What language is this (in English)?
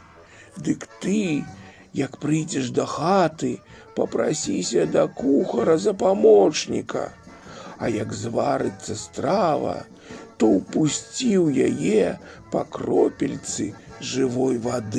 Belarusian